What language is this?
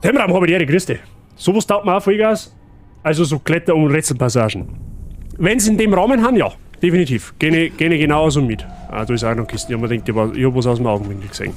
Bavarian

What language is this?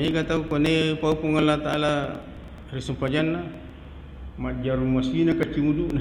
Buginese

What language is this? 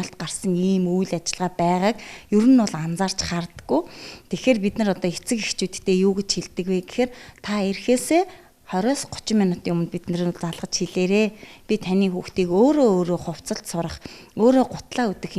Mongolian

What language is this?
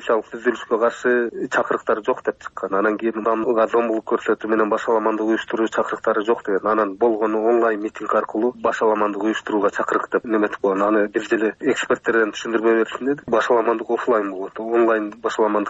Kyrgyz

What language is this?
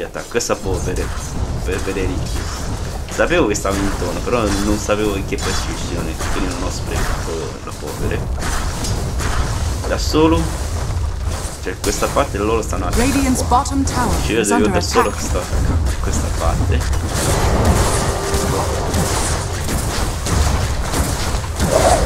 Italian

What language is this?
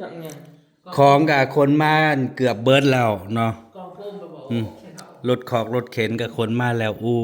Northeastern Thai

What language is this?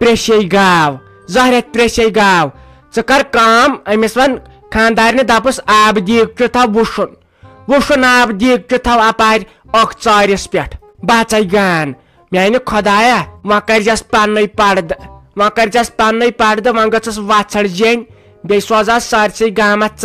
Kashmiri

